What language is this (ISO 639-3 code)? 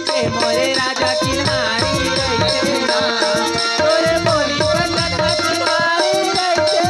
hne